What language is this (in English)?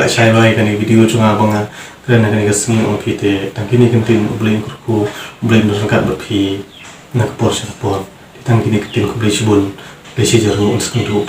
Khasi